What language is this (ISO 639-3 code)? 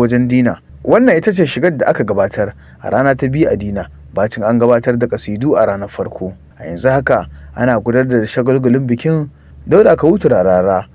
hau